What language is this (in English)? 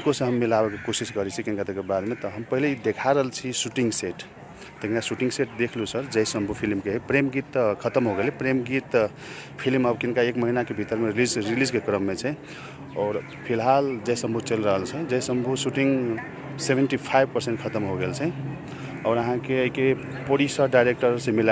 Maithili